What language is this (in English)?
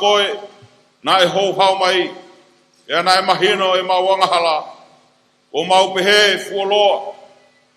Tongan